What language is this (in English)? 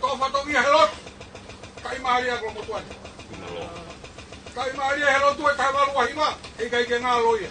Tongan